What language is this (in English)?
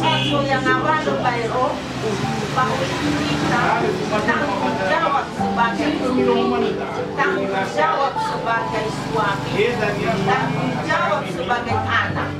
Nias